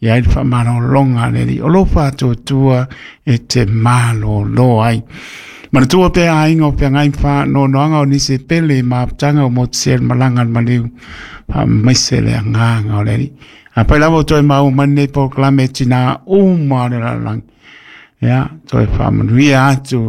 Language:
Samoan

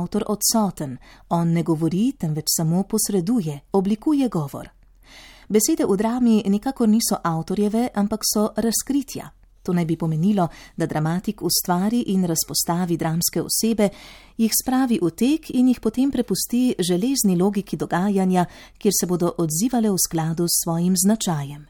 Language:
Slovenian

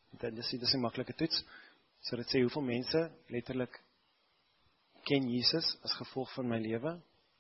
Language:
Afrikaans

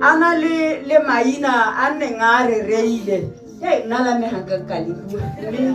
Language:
Tswana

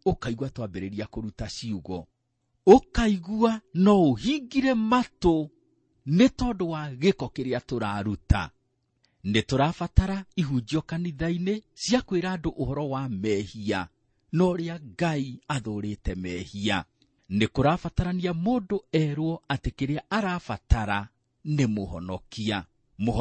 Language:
Kikuyu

